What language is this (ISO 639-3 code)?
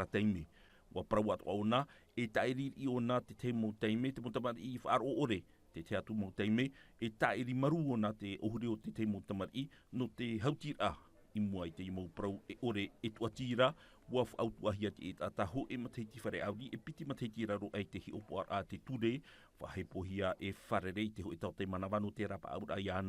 tah